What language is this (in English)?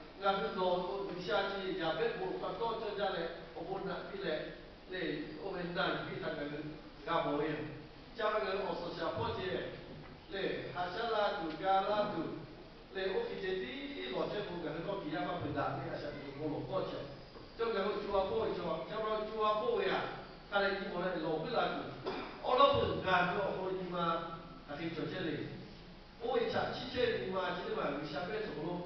Lahu